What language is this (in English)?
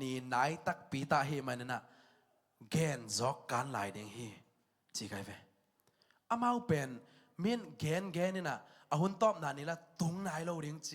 Tedim Chin